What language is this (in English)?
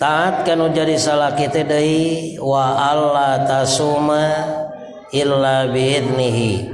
Sundanese